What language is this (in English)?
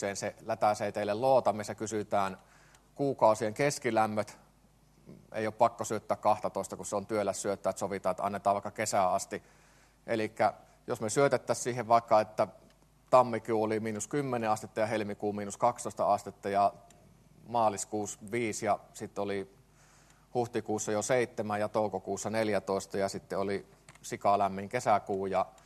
Finnish